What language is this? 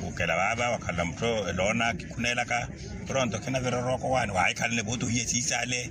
Makhuwa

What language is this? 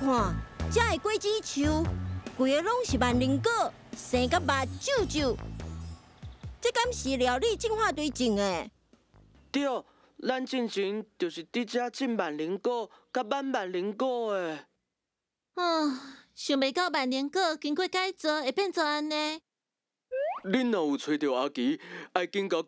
Min Nan Chinese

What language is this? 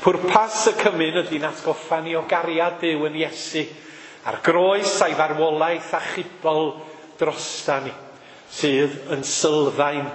Welsh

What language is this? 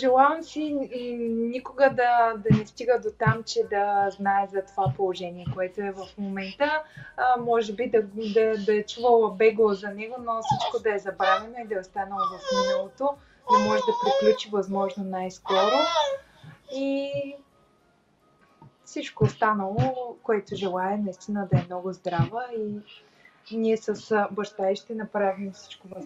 Bulgarian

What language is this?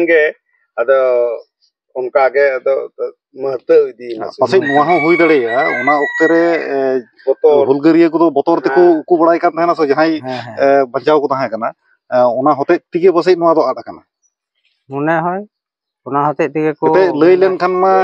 Santali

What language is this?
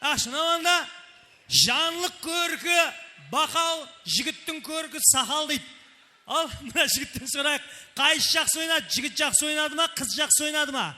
Kara-Kalpak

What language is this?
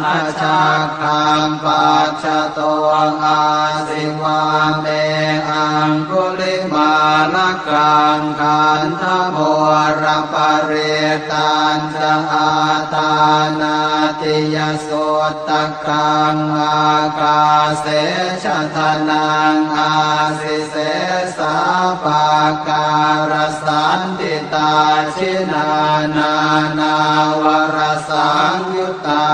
Pali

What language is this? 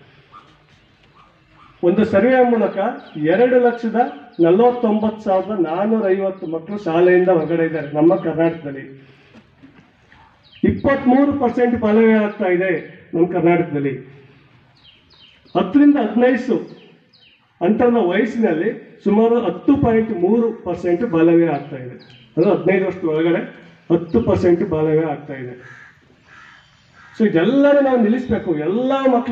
Kannada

